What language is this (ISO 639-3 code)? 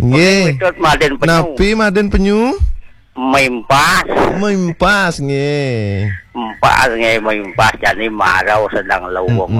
ban